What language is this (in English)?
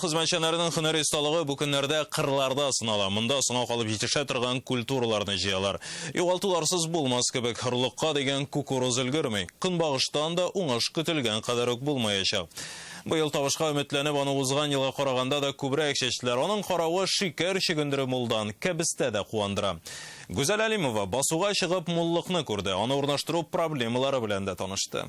Tatar